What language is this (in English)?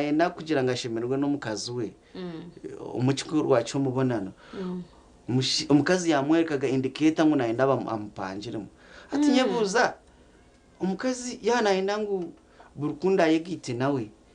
Nyankole